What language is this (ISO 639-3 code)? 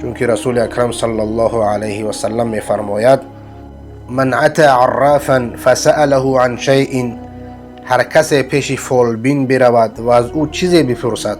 fas